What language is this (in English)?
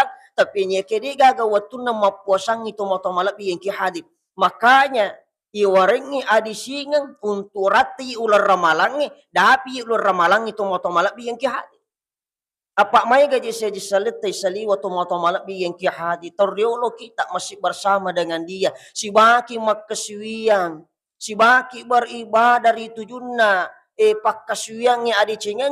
Buginese